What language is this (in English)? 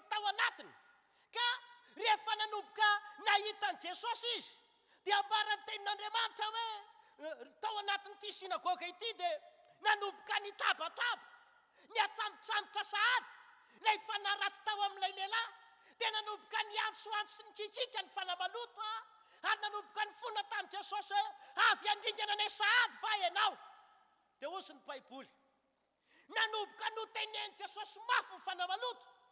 Malagasy